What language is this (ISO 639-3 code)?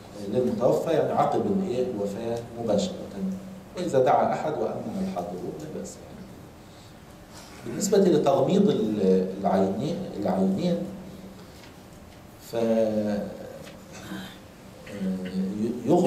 ara